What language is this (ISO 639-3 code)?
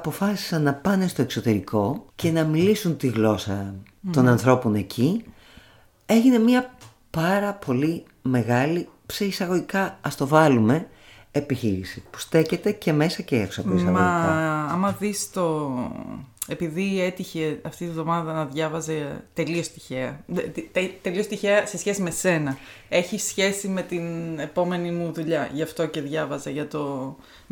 ell